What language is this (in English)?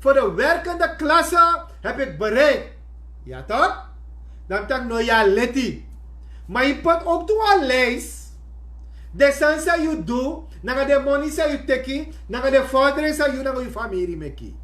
Sranan Tongo